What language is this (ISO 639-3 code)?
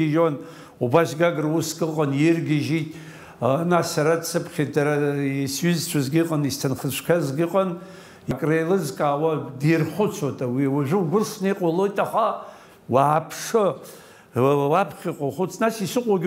abk